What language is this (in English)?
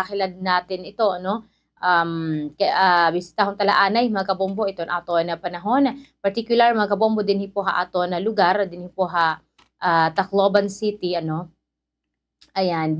Waray